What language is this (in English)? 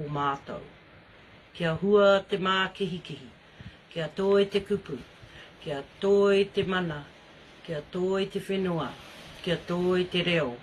Māori